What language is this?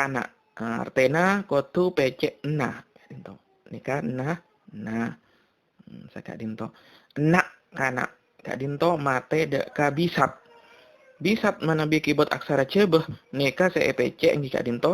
Madurese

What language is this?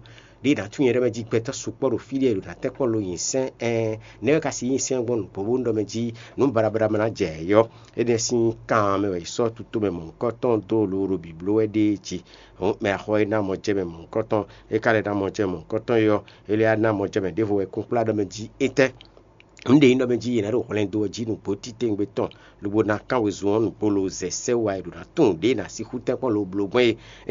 Fon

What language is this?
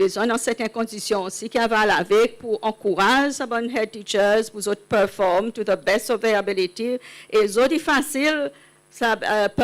Seselwa Creole French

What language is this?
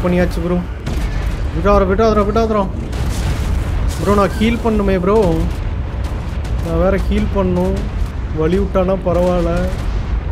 Tamil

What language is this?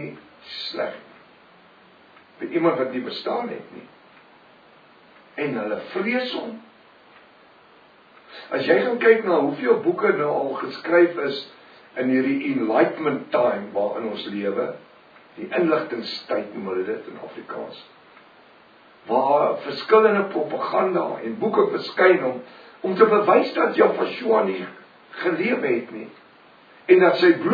Afrikaans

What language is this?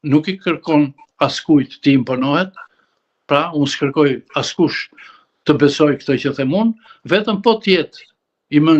Albanian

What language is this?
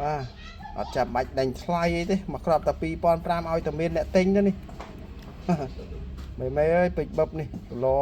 Khmer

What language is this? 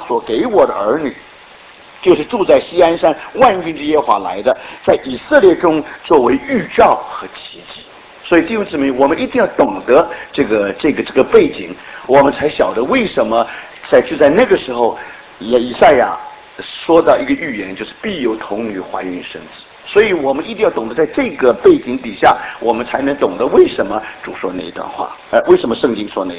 Chinese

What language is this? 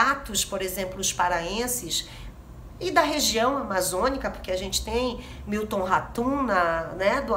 Portuguese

